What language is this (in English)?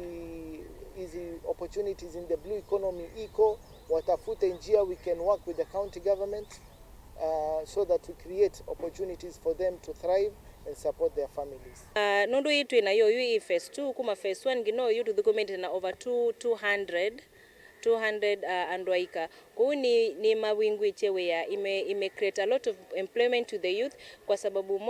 Kamba